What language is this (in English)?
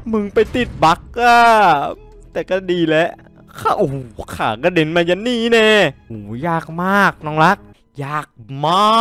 Thai